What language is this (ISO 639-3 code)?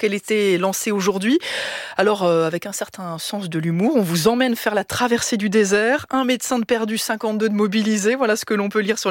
fra